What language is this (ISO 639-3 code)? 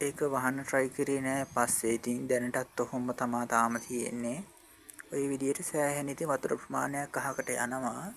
sin